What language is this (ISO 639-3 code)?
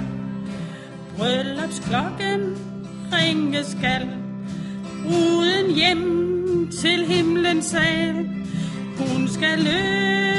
dan